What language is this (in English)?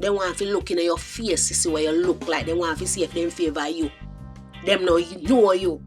Jamaican Creole English